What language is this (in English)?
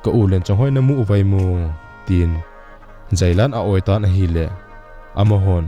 Thado Chin